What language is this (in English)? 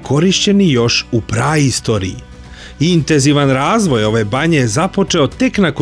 Serbian